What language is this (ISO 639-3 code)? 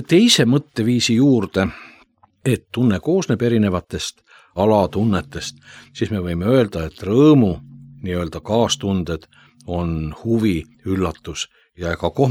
est